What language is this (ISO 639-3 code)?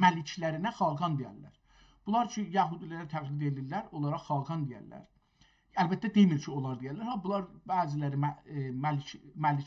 azb